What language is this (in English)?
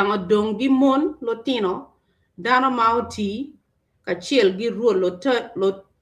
Acoli